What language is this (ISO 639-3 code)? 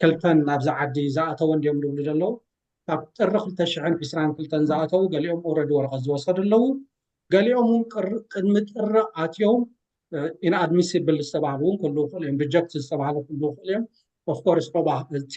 tir